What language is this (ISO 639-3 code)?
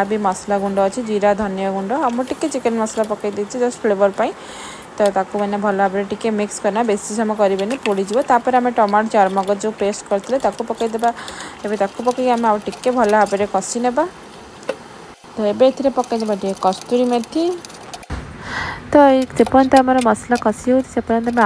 ori